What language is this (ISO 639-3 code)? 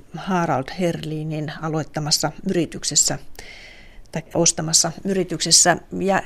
fin